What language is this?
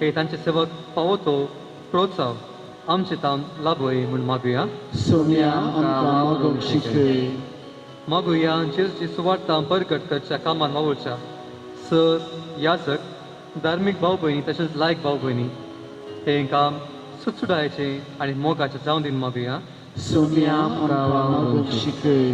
Konkani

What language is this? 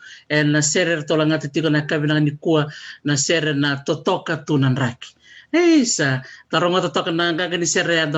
Fijian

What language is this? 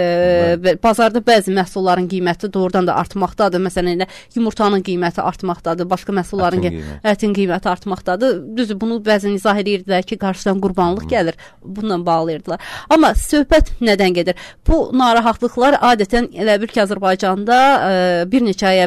Azerbaijani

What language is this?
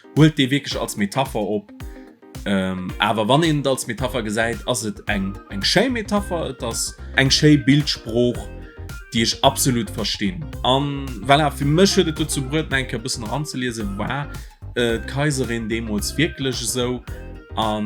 Luxembourgish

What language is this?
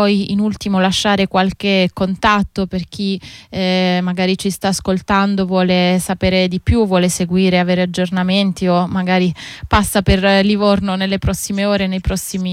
Italian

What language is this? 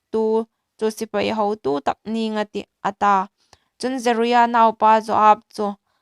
Hmar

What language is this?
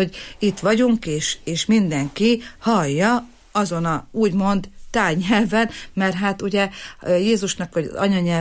Hungarian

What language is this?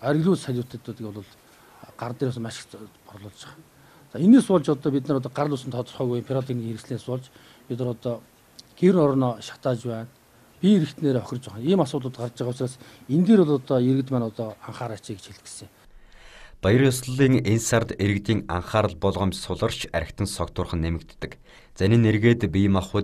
Mongolian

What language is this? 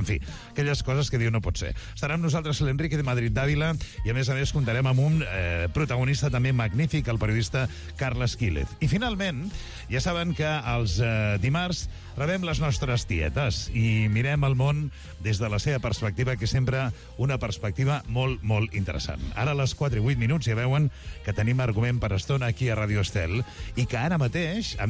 Catalan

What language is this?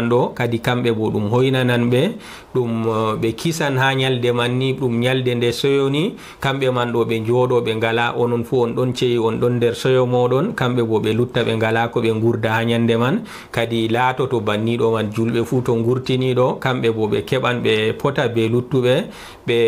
Fula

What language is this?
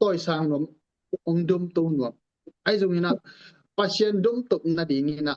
Tedim Chin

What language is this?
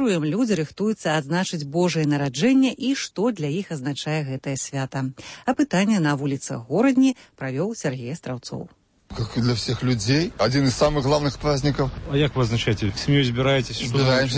Belarusian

